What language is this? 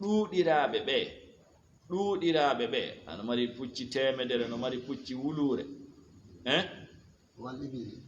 Fula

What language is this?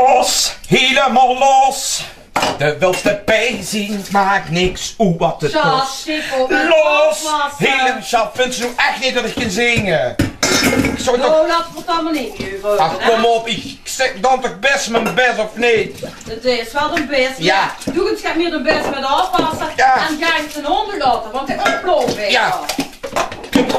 Limburgish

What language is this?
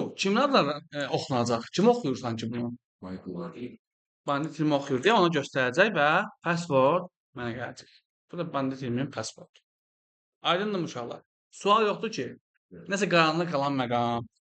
Azerbaijani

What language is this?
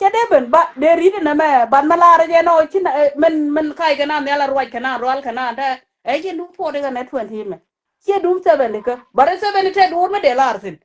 Nuer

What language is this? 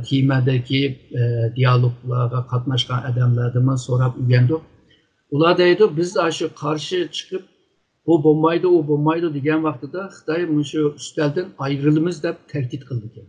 Uyghur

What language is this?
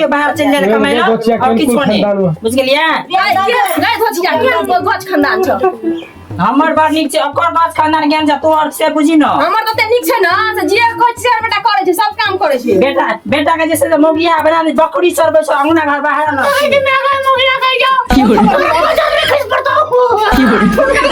Maithili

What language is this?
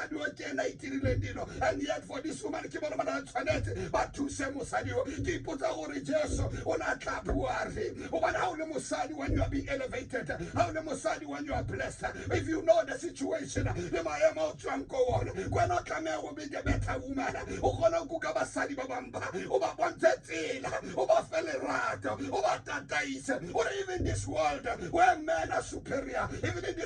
Tswana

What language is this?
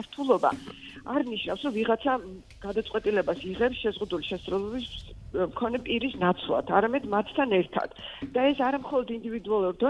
Georgian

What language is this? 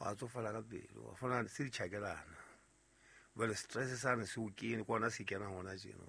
Southern Sotho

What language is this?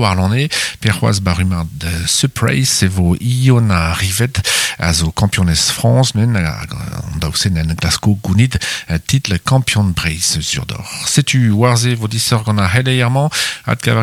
Breton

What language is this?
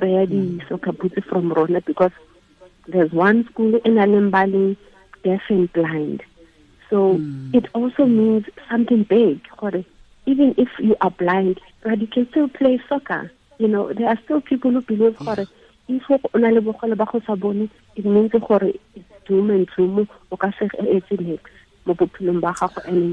Tswana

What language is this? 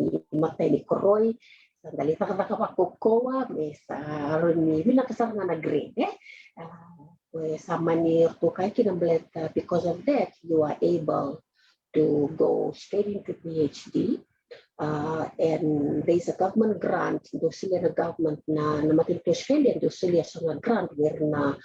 Fijian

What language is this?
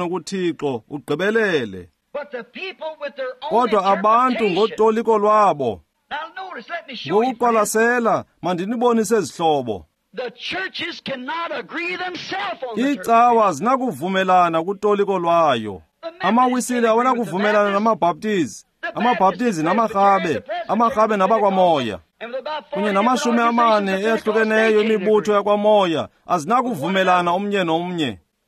Xhosa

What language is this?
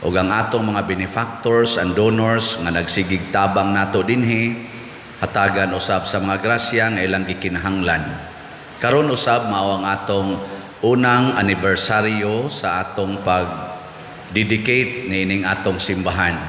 Cebuano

